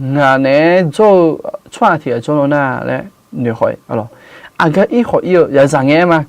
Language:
Akha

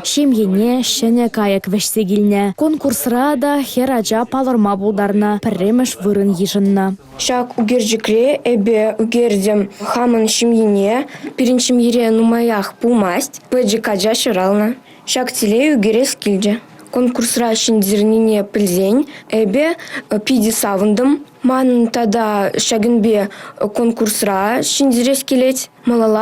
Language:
Chuvash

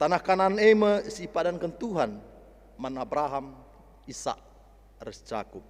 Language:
Batak Karo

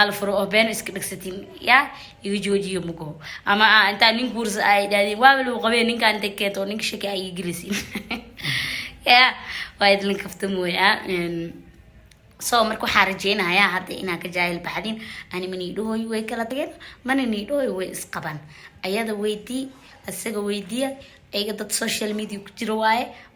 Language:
Somali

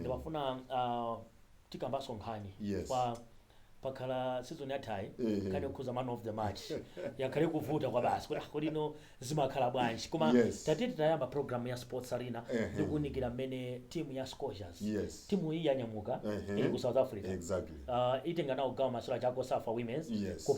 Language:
Nyanja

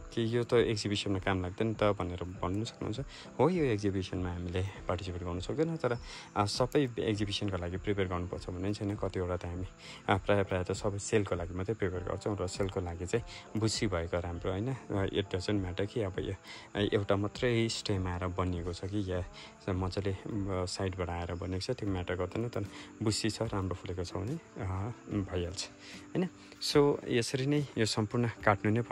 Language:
Nepali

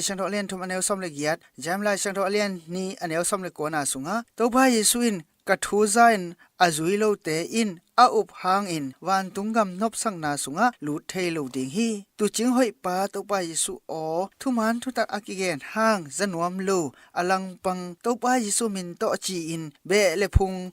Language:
Tedim Chin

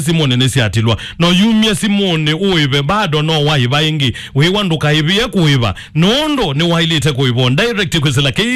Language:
Kamba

